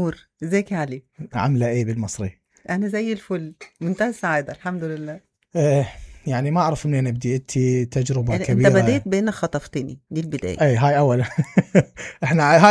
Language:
Mesopotamian Arabic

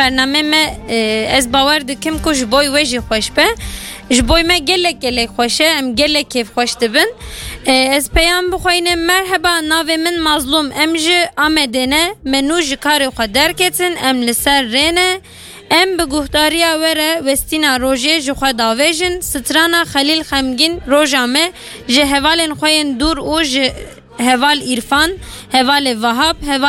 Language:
Kurdish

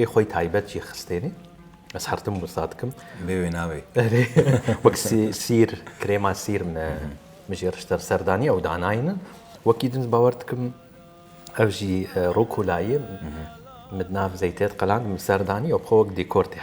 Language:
Kurdish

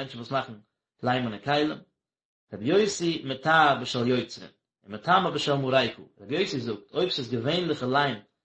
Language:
Yiddish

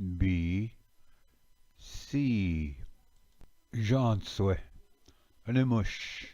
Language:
Ojibwa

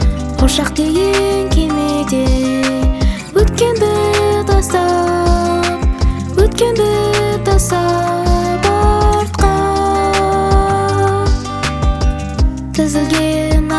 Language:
Kazakh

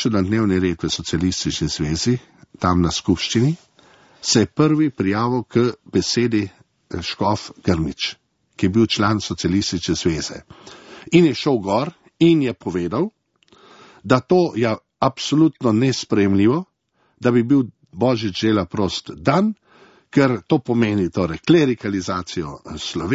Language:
Slovenian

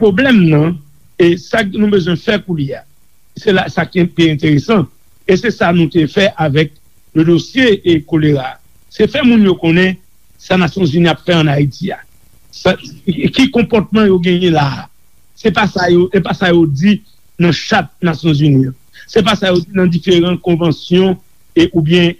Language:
Haitian Creole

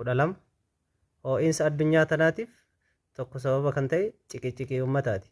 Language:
Oromo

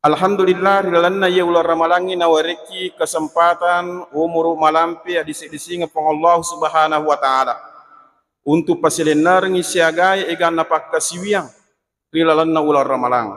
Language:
Buginese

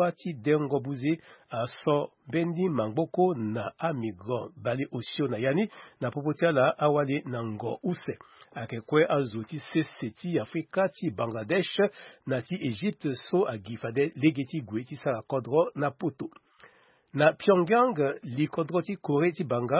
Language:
Sango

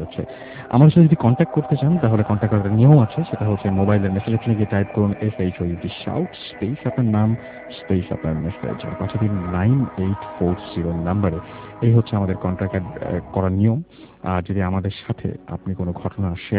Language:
Bangla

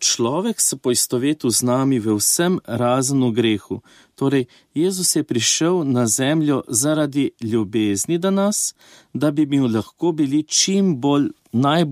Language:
Slovenian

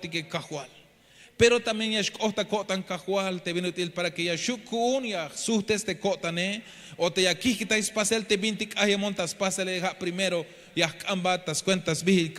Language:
Tzeltal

